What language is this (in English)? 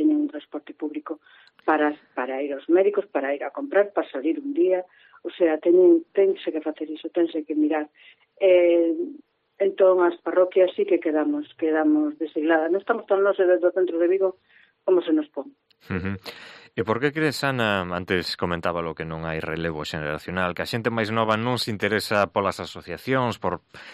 Galician